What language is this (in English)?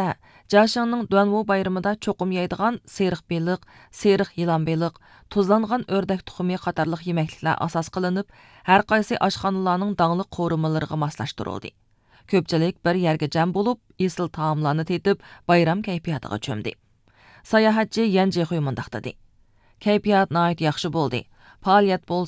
Uyghur